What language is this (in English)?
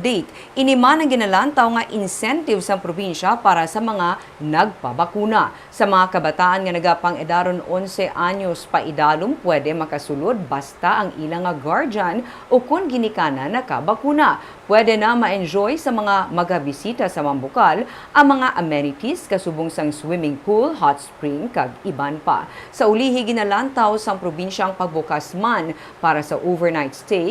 Hiligaynon